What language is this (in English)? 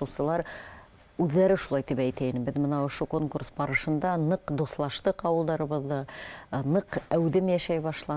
Bashkir